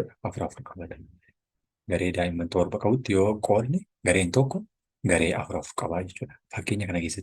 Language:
Oromo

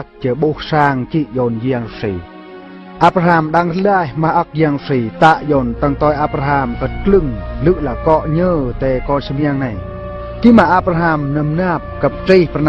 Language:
Eastern Bru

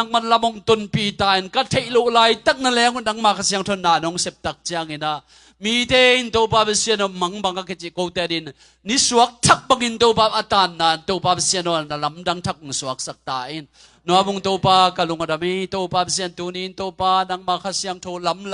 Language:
Tedim Chin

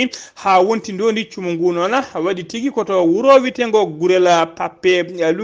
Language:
Fula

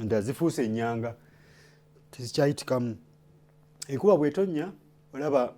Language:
Ganda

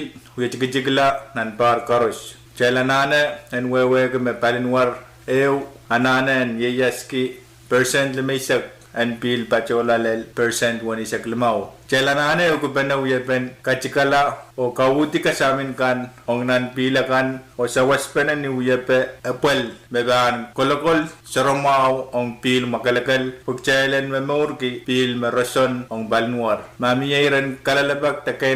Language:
Pohnpeian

